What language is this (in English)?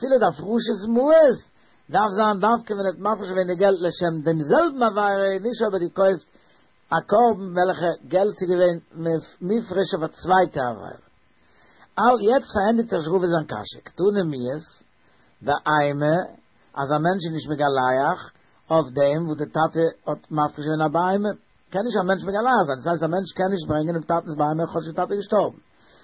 Yiddish